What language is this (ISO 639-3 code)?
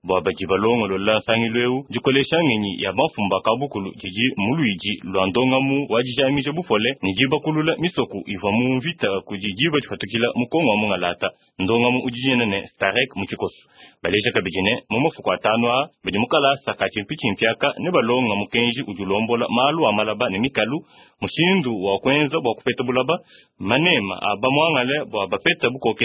lua